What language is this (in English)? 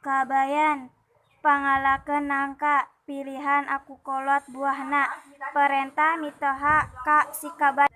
Sundanese